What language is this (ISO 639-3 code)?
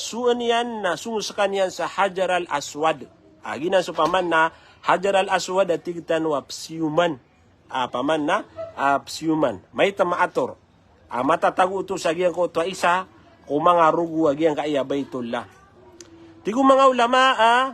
mrw